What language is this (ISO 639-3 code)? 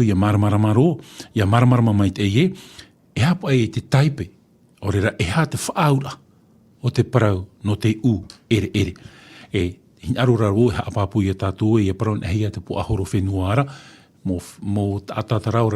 tah